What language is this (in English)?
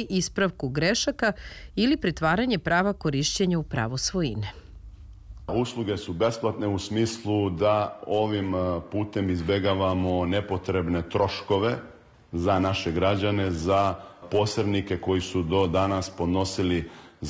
Serbian